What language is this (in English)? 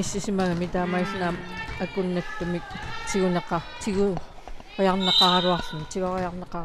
Kalaallisut